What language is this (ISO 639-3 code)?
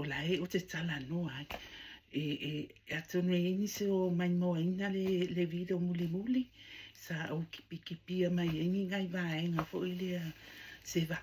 smo